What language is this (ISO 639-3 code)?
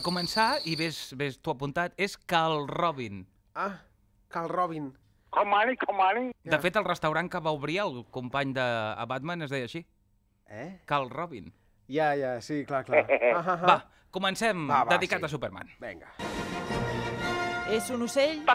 cat